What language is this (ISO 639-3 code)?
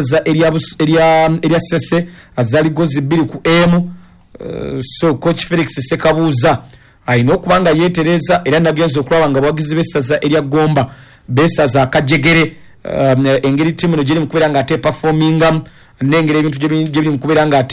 lug